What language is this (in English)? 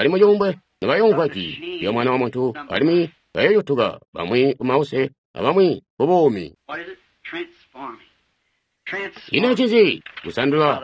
Tonga (Zambia)